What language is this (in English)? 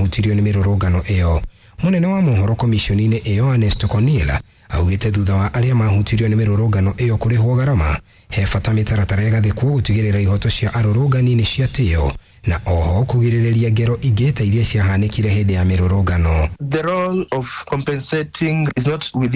Kikuyu